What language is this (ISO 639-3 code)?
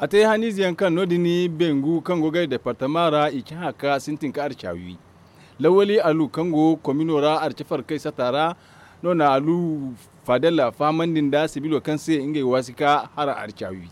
dje